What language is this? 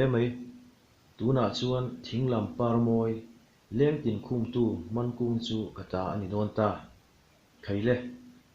Mizo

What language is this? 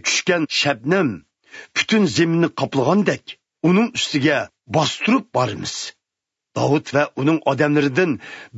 Uyghur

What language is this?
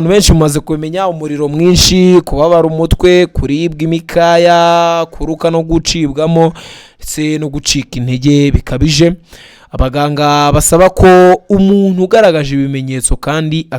Kinyarwanda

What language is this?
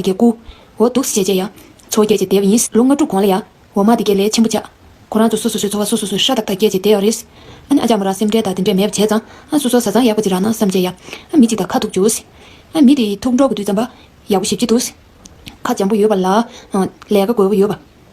Tibetan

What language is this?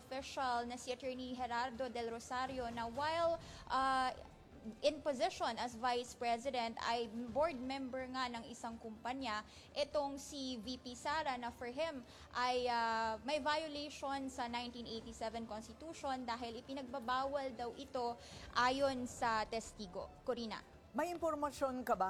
Filipino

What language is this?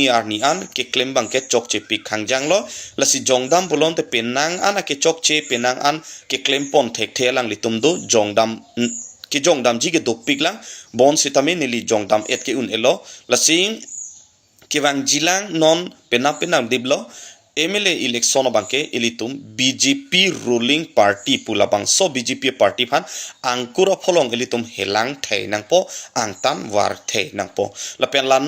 Karbi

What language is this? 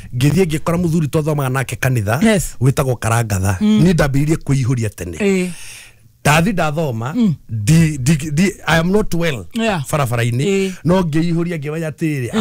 Kikuyu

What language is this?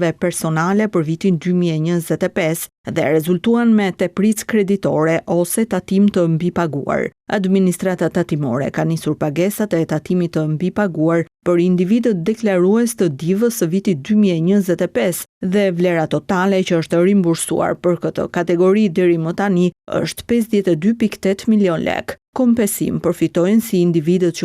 Albanian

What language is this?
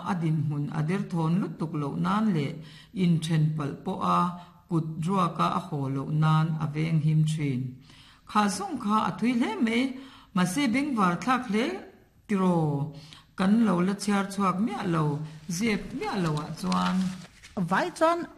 Mizo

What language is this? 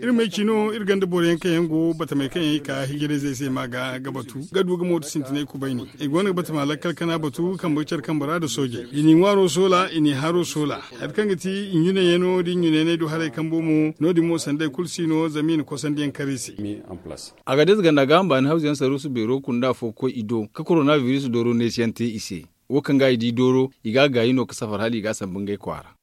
Zarma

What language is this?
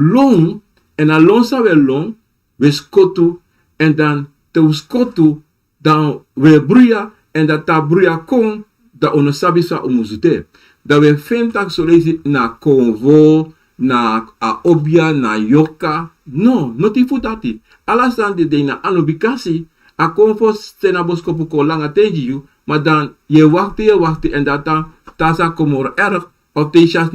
Sranan Tongo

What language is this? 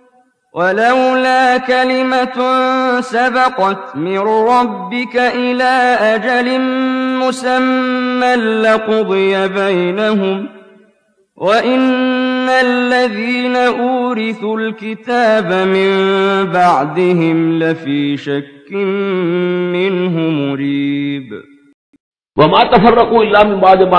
Urdu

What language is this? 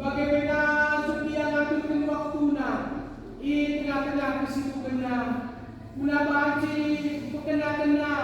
Batak Karo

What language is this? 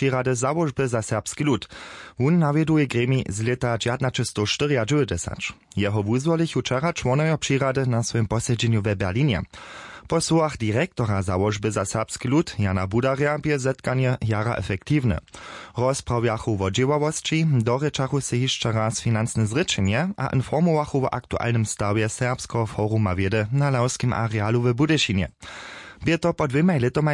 Upper Sorbian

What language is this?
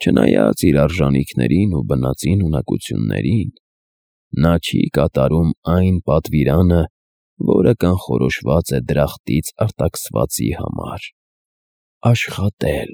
Armenian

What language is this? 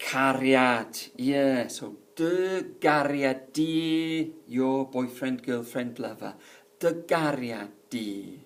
Welsh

